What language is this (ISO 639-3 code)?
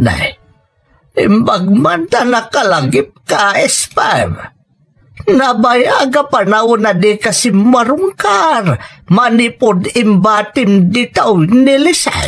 ilo